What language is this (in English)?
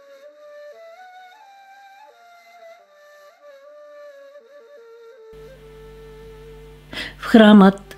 Bulgarian